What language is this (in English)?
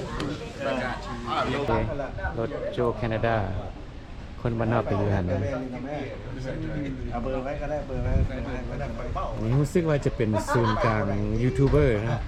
Lao